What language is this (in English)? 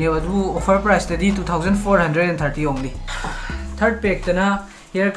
Manipuri